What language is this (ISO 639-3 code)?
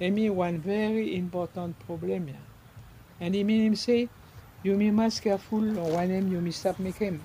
bis